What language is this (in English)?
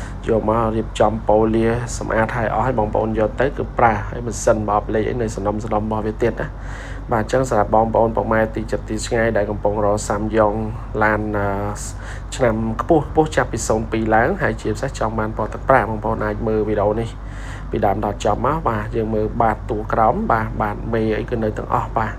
Khmer